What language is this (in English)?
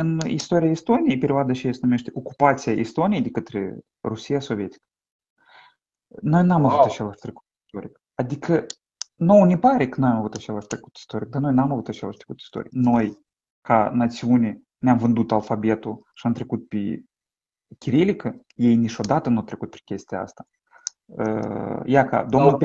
Romanian